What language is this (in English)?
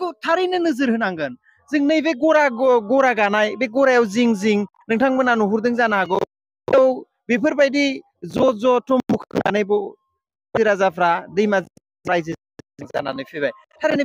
Bodo